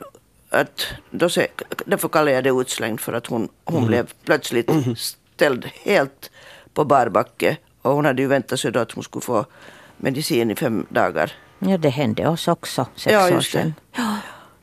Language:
Swedish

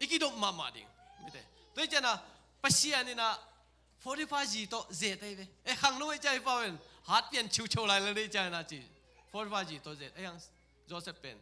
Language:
Tedim Chin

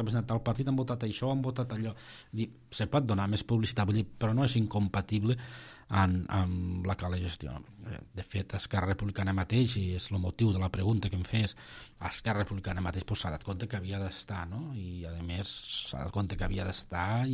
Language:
Catalan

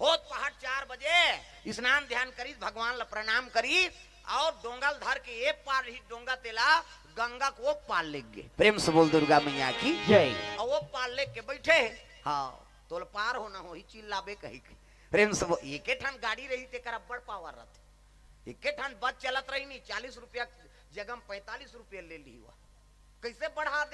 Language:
Chhattisgarhi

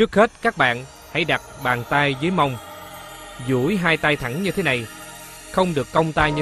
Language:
Vietnamese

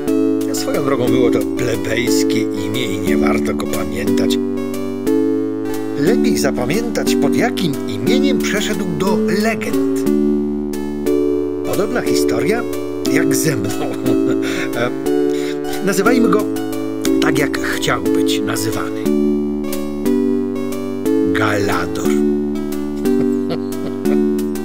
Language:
Polish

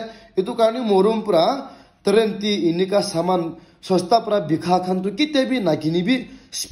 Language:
Naga Pidgin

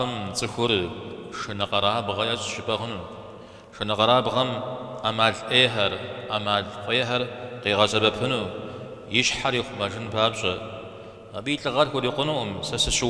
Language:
Kabardian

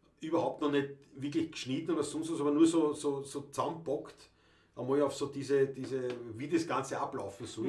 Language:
Bavarian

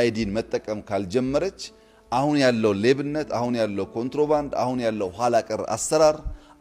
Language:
Amharic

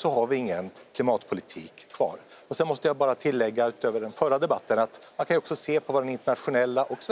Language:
Swedish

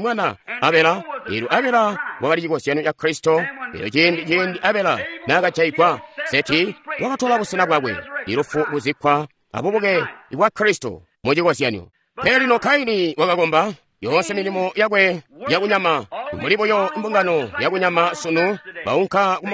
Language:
Tonga (Zambia)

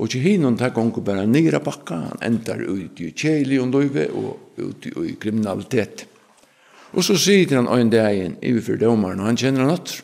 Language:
Faroese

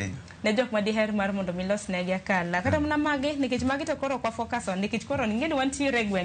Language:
Luo (Kenya and Tanzania)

